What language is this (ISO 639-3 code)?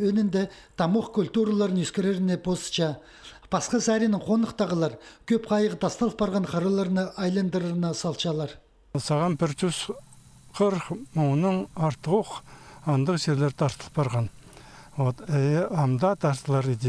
kjh